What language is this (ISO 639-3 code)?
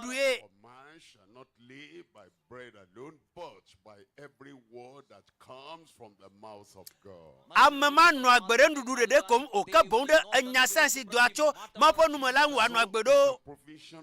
ewe